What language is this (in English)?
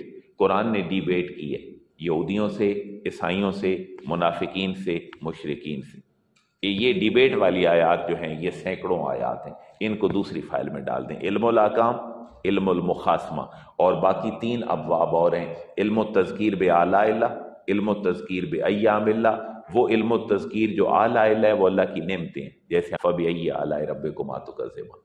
Urdu